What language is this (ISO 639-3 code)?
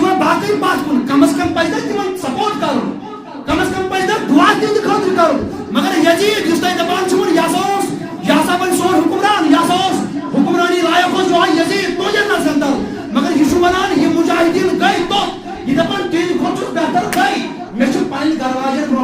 kas